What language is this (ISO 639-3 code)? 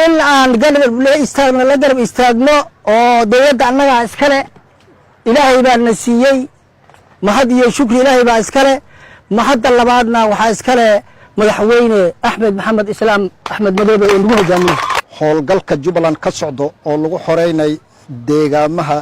som